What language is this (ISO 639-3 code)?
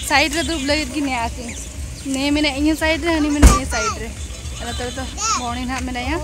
sat